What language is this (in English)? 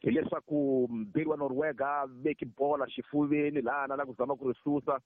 Tsonga